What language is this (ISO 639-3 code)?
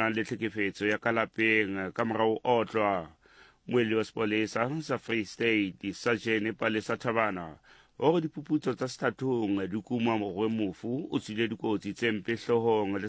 sot